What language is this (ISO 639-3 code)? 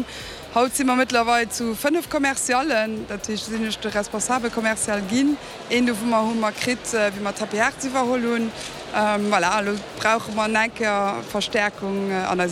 ltz